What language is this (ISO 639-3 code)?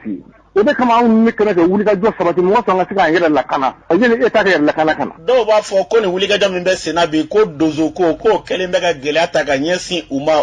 bam